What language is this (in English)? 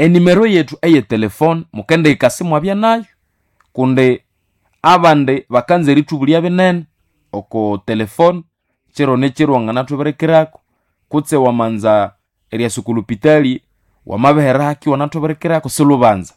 Nande